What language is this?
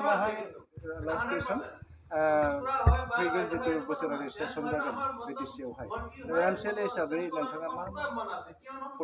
Bodo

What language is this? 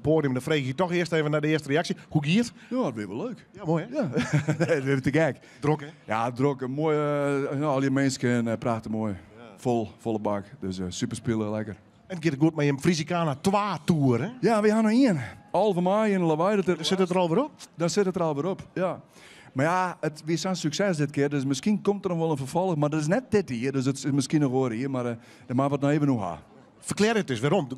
Western Frisian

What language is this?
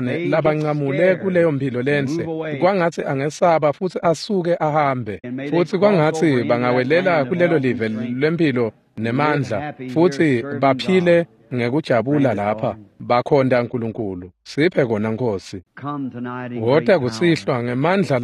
Swati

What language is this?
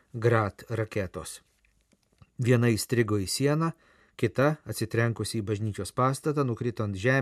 Lithuanian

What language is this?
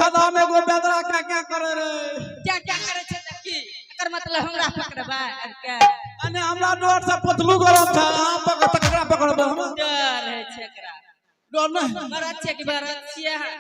Maithili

